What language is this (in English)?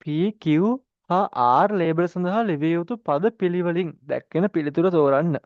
Sinhala